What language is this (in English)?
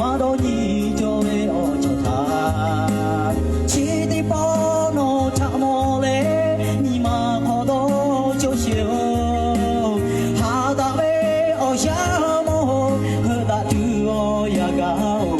Lahu